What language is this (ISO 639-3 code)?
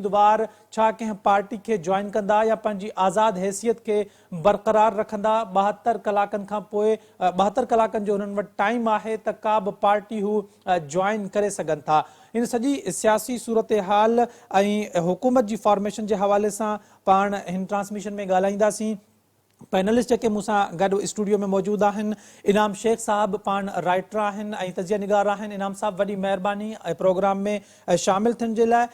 snd